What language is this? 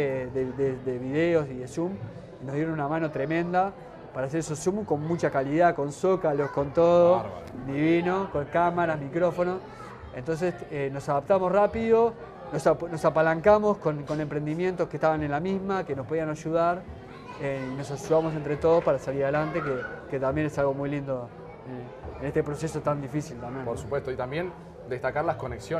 Spanish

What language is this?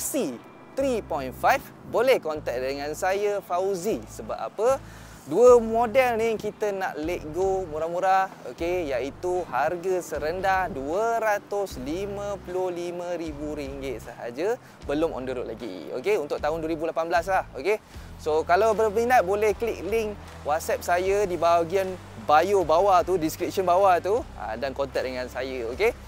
Malay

